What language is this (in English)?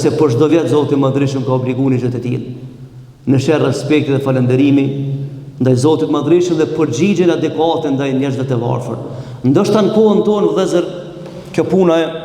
Albanian